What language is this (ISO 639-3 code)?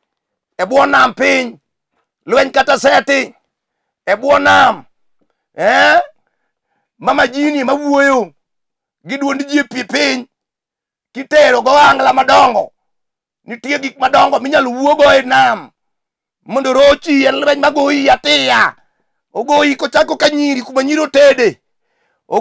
luo